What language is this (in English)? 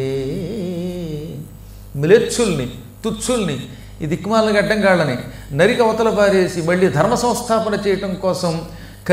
Telugu